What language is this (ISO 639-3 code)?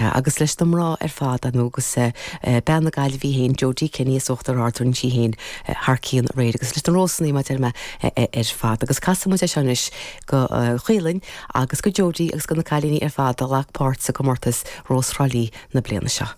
gle